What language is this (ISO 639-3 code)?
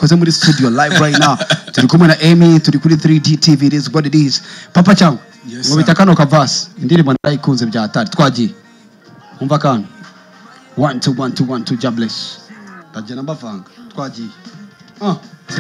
kin